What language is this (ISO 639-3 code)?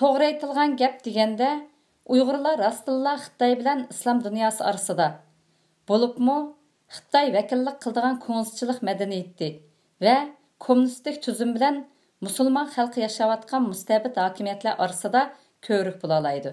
uig